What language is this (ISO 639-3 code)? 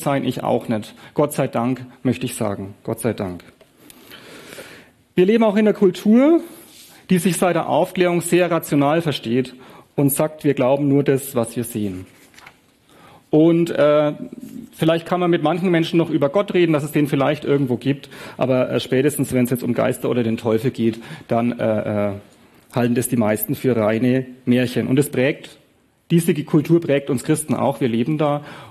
deu